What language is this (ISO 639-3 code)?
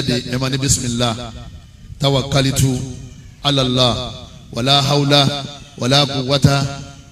yor